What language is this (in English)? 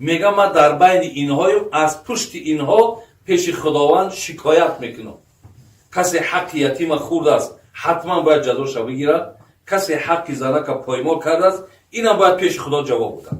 Tajik